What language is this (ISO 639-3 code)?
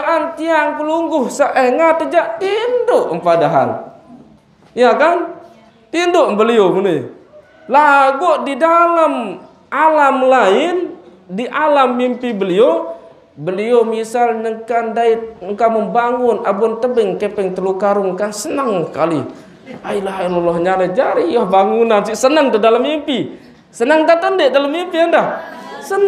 sas